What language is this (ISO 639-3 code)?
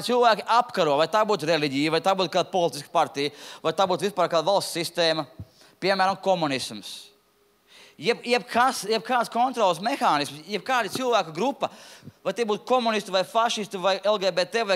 lav